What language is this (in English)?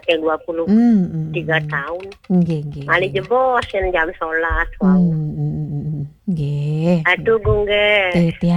Balinese